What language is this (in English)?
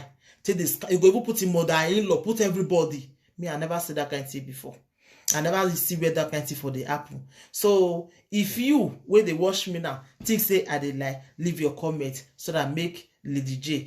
Nigerian Pidgin